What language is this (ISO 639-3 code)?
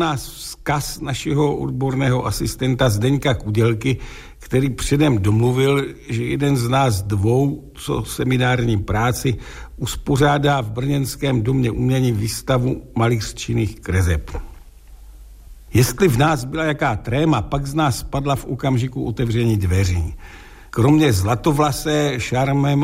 ces